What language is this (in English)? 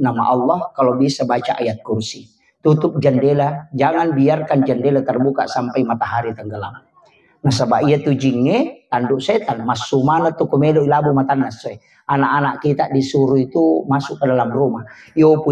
Buginese